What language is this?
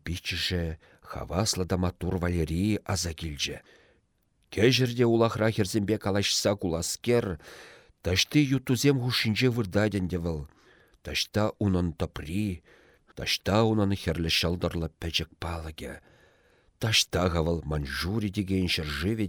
Chuvash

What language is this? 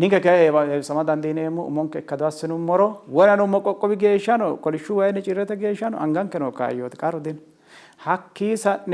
Sidamo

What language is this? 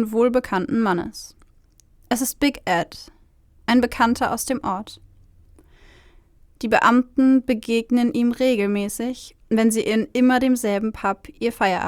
German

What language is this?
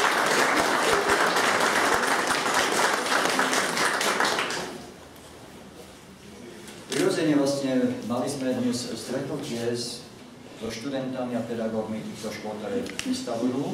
Slovak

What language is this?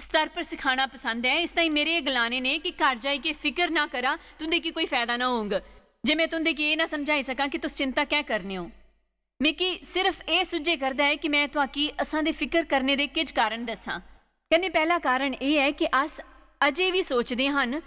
Dogri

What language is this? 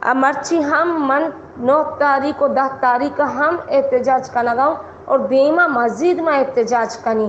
Baluchi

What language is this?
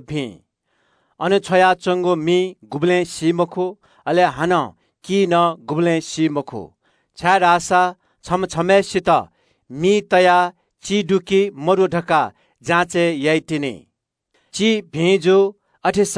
Newari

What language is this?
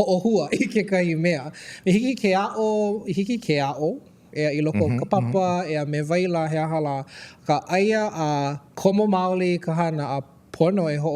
Hawaiian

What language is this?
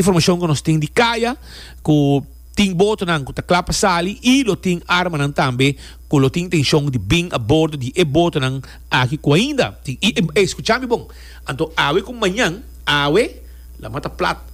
Papiamento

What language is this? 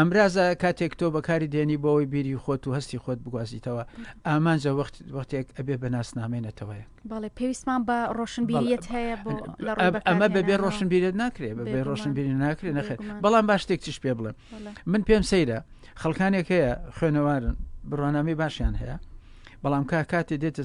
Central Kurdish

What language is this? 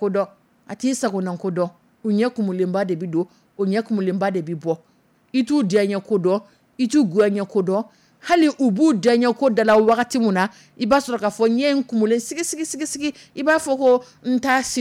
Dyula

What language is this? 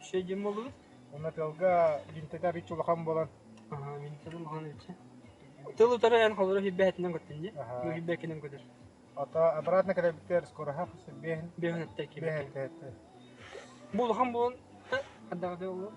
Yakut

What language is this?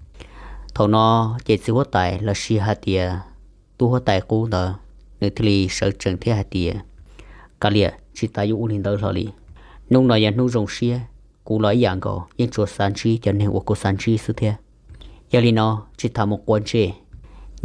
Hmong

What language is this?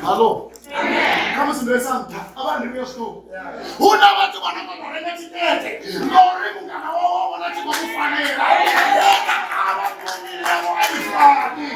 Venda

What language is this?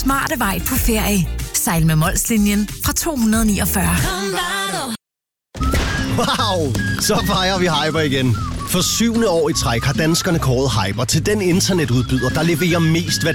Danish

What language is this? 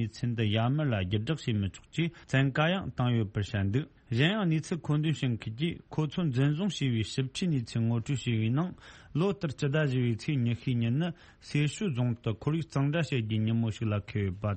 Tibetan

